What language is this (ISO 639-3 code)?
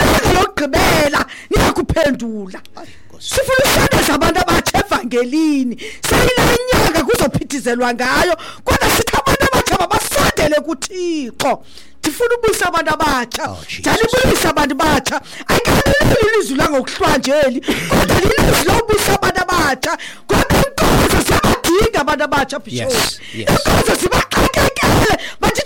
xho